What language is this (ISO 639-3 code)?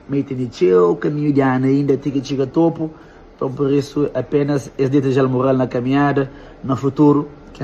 kea